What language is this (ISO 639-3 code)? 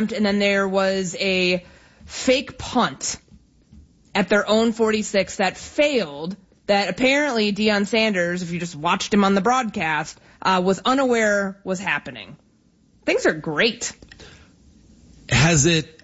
eng